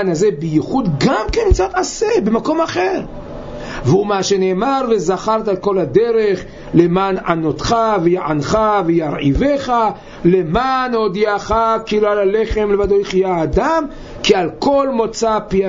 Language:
Hebrew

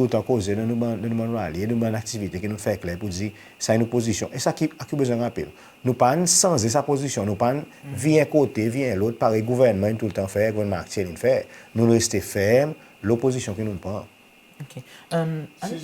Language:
Seselwa Creole French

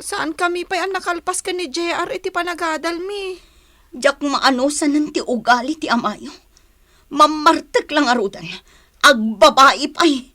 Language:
Iloko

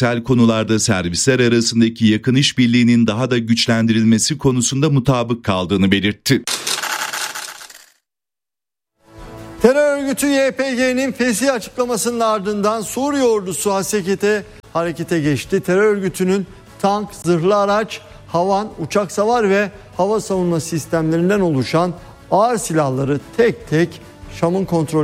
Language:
Turkish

